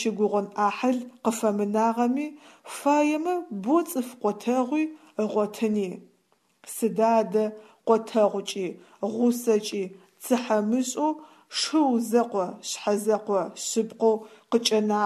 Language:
Adyghe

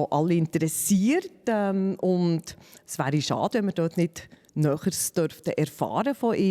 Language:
Swiss German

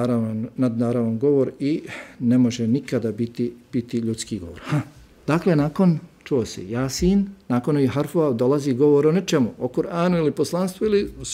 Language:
Bosnian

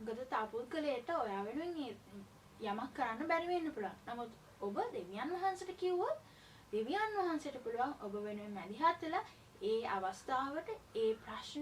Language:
Sinhala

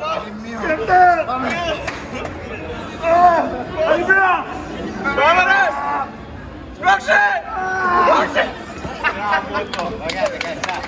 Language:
Greek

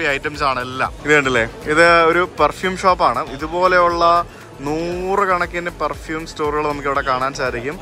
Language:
Malayalam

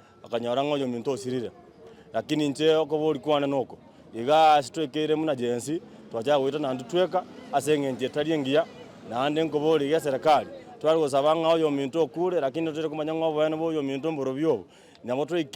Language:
Gusii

